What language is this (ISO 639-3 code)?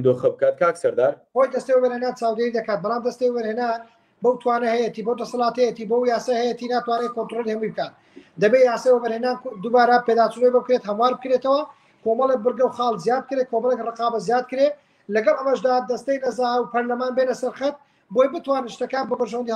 ckb